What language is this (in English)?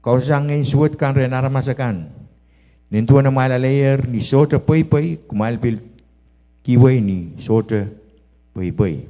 Pohnpeian